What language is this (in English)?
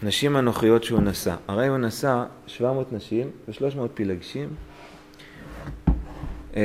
Hebrew